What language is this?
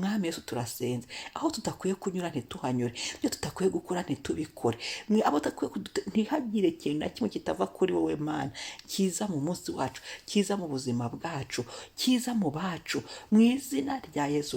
Kinyarwanda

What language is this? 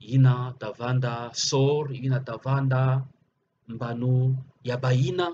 Kituba (Democratic Republic of Congo)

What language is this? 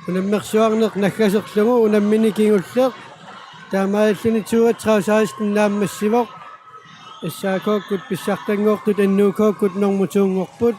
Kalaallisut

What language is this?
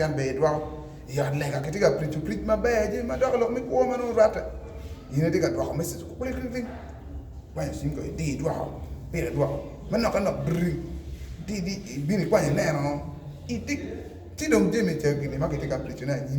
Acoli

